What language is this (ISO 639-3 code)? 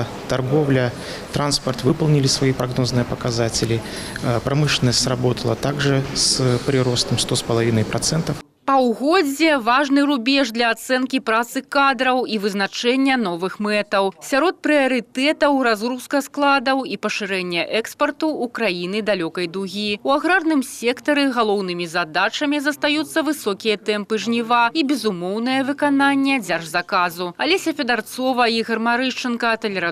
bel